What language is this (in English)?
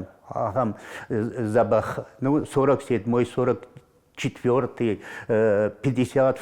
Ossetic